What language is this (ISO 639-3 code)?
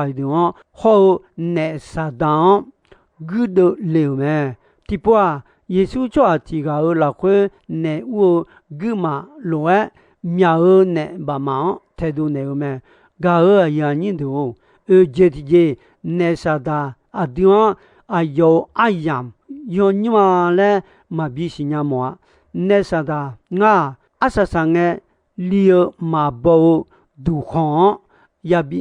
ahk